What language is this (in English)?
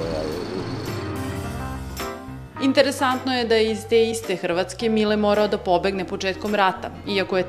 Serbian